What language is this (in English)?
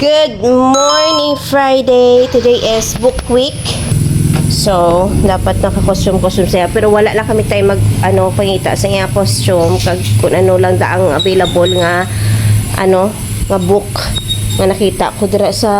Hiligaynon